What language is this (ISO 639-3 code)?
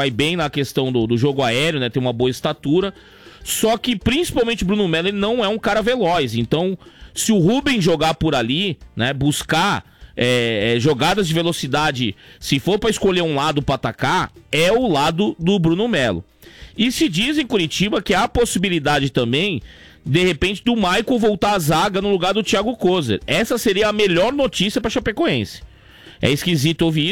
por